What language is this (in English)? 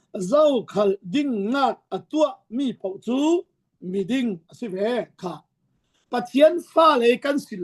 Falam Chin